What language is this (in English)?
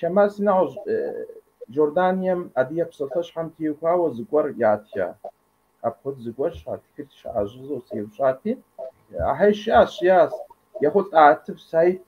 Kabardian